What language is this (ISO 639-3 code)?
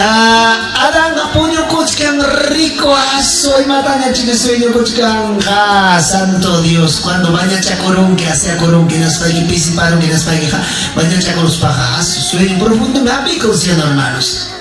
quy